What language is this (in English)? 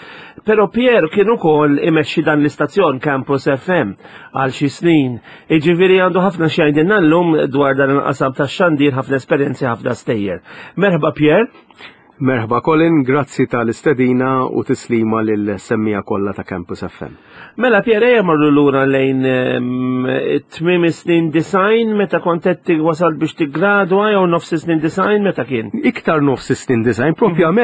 Maltese